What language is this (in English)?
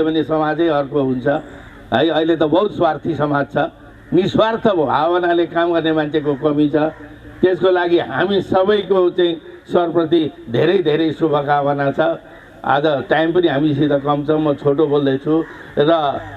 Nepali